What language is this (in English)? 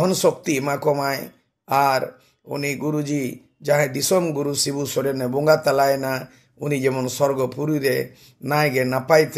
Santali